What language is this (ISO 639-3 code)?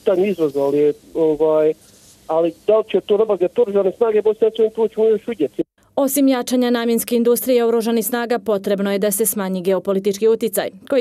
bos